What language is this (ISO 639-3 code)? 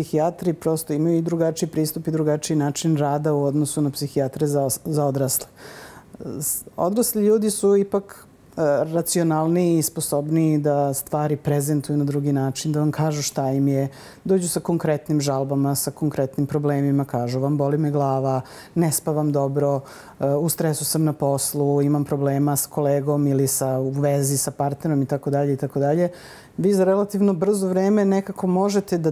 srp